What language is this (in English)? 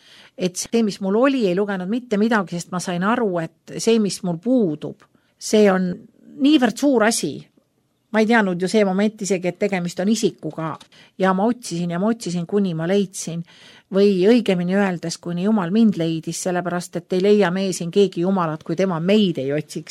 Estonian